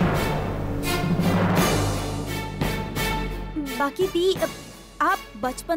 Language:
Bhojpuri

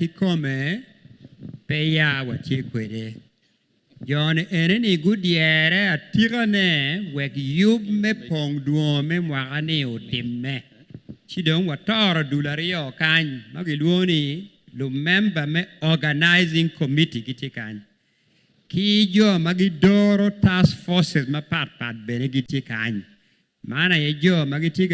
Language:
Acoli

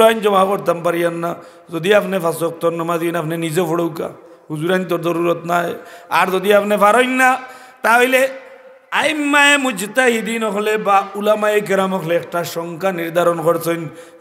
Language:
Sylheti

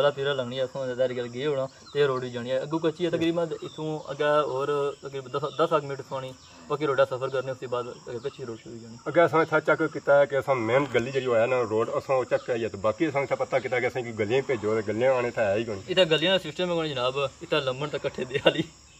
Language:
Pahari-Potwari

